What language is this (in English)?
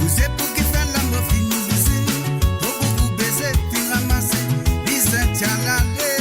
Morisyen